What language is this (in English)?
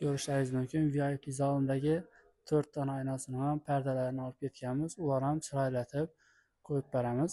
Uzbek